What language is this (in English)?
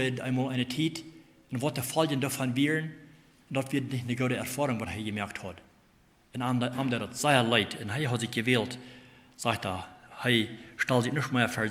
Plautdietsch